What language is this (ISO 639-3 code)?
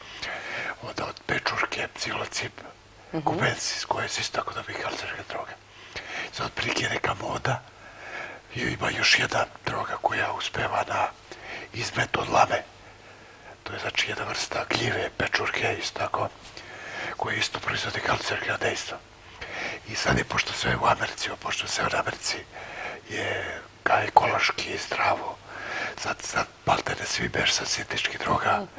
srp